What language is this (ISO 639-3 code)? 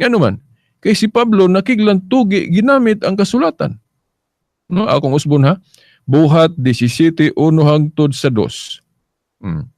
ceb